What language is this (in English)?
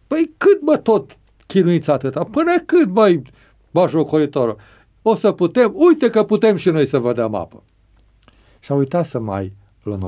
Romanian